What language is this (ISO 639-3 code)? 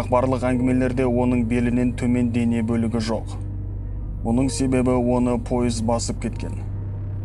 kaz